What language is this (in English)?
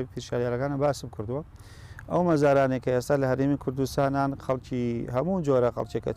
Central Kurdish